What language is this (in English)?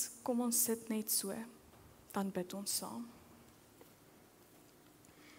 Afrikaans